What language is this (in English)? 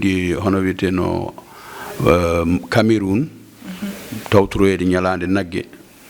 Fula